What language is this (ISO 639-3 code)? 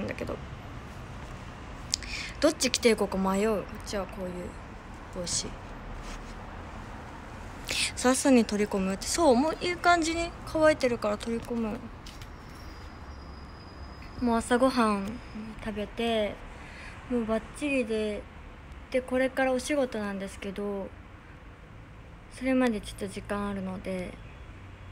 jpn